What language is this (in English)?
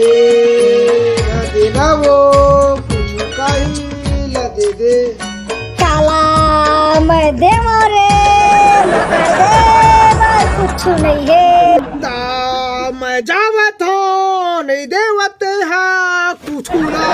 Chhattisgarhi